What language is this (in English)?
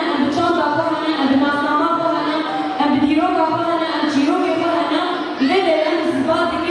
Kurdish